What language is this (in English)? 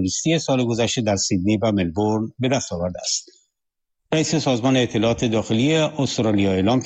Persian